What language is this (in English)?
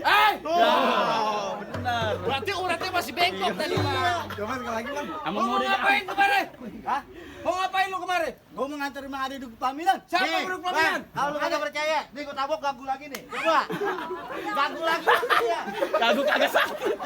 Betawi